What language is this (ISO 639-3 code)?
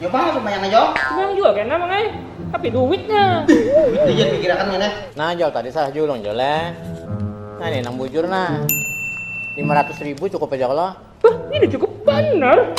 bjn